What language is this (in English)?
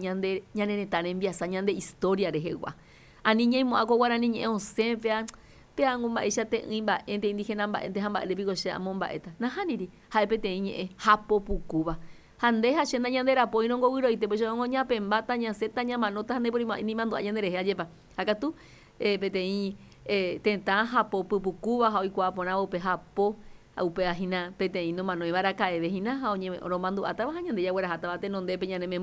Guarani